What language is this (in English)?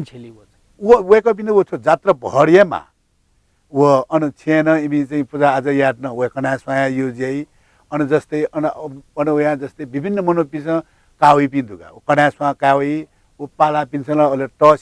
Newari